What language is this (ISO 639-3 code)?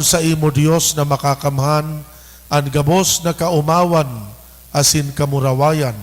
bik